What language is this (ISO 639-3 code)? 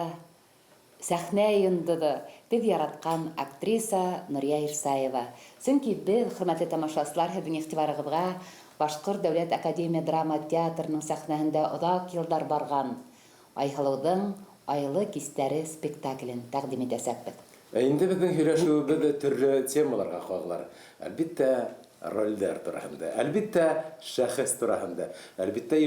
bak